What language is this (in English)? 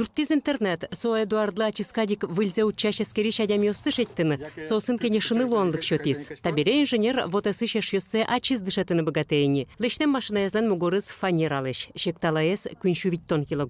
Udmurt